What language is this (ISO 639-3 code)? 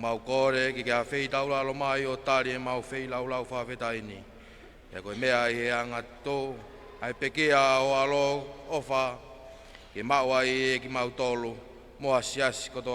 ton